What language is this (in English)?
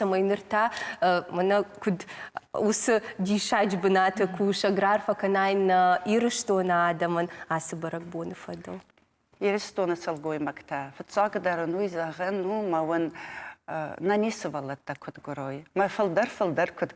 Ossetic